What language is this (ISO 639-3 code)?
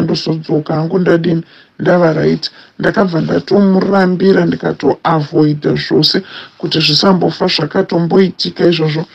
sna